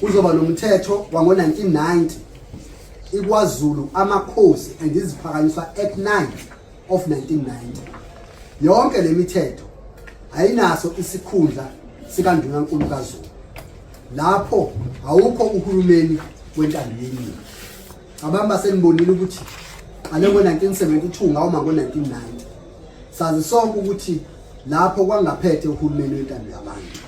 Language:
Zulu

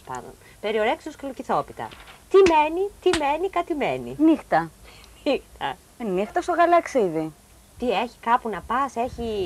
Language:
Greek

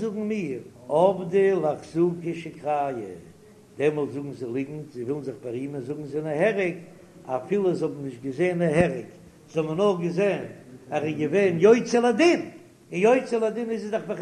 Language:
Yiddish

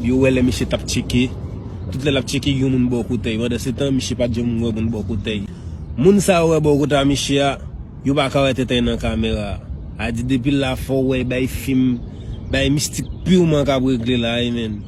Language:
Haitian Creole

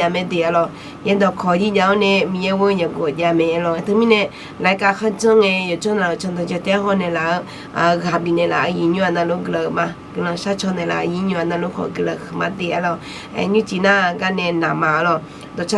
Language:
Akha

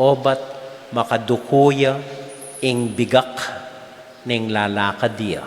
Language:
Pampanga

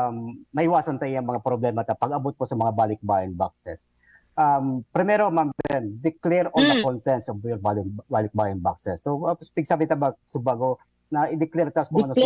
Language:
Bikol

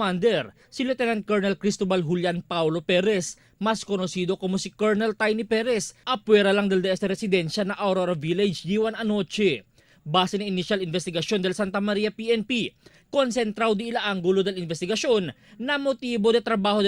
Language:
Chavacano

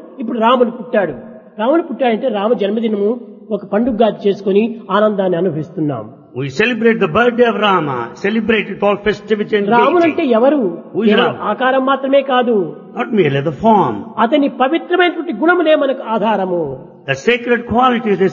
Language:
Telugu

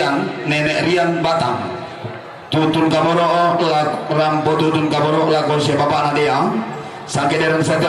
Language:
Toraja-Sa'dan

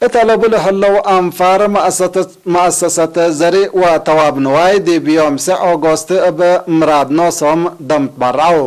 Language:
Tigre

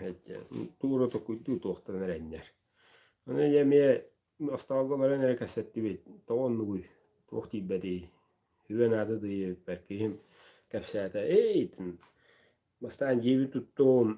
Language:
Yakut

